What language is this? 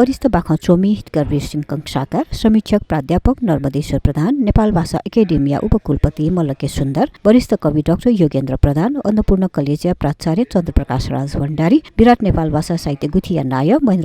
Newari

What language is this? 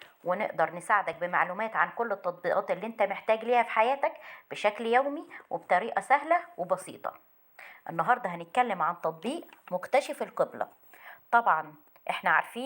Egyptian Arabic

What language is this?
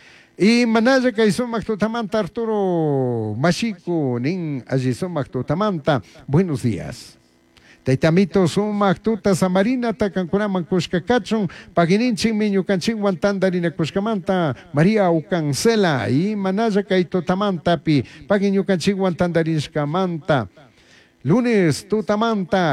Chimborazo Highland Quichua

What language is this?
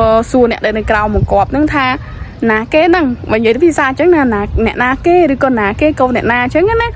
Khmer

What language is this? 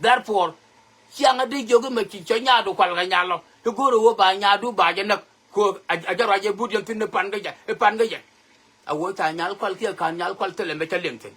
Nuer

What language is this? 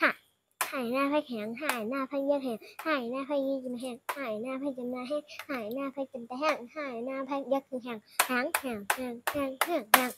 Shan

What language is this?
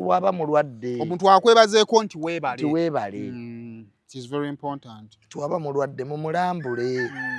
Ganda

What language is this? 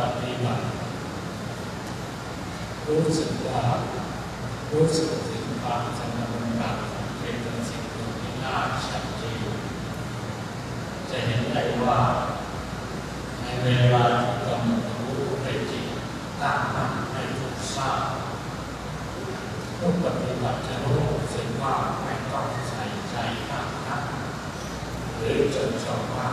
Thai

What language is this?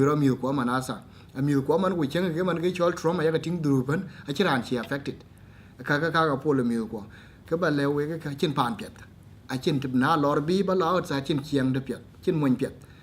Dinka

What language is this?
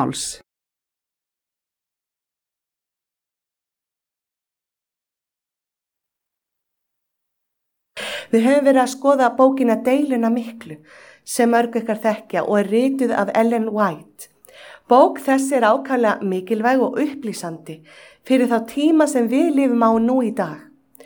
Icelandic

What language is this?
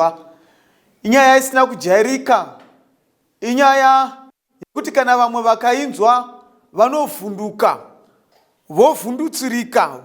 Shona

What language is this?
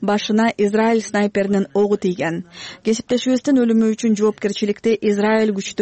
Kyrgyz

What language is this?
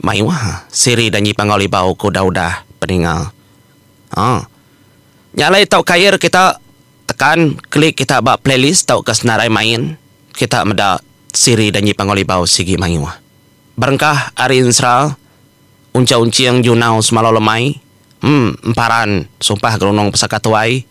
Iban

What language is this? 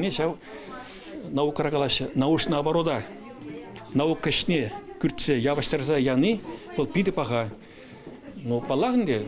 Chuvash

